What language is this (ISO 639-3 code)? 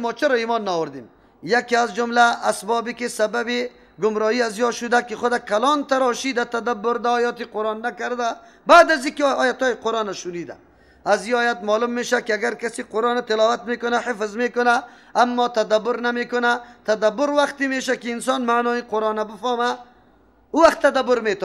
fas